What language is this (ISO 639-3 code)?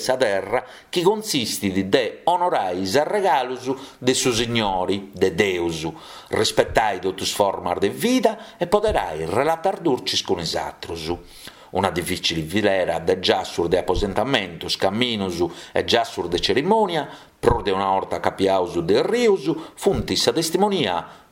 srd